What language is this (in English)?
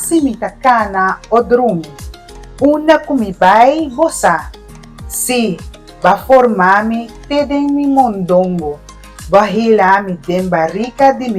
Papiamento